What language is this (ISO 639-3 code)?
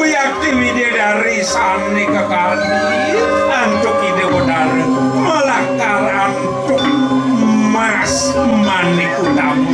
ban